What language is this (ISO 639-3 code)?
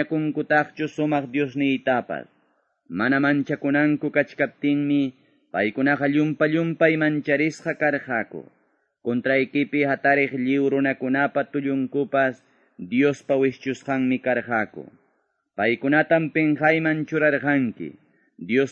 que